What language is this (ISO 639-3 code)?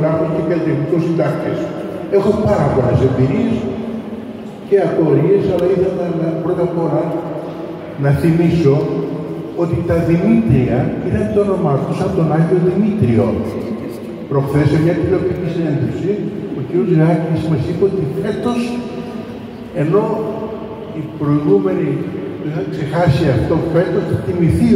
ell